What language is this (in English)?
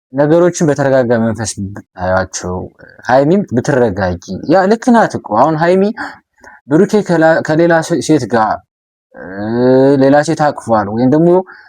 Amharic